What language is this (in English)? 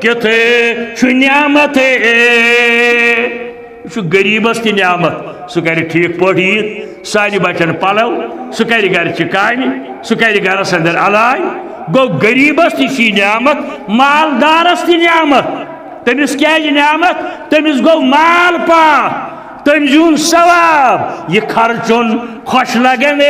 Kashmiri